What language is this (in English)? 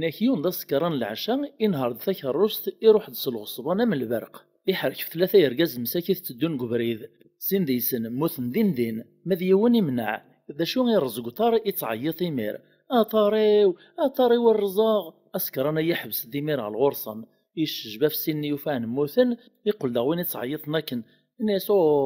Kabyle